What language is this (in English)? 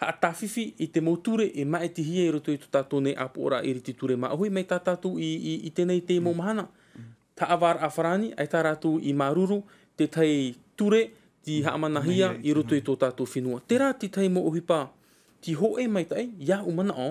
Tahitian